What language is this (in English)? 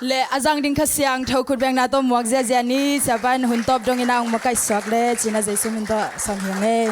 Tedim Chin